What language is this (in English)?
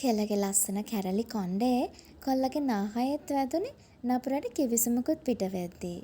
Sinhala